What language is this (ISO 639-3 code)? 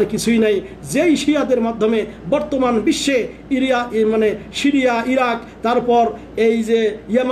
ben